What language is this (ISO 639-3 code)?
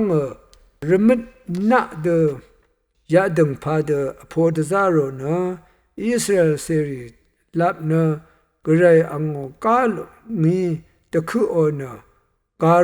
raw